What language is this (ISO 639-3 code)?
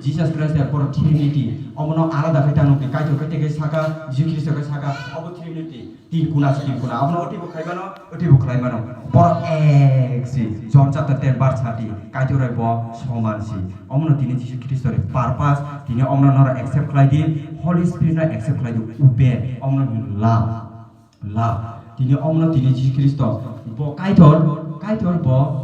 trp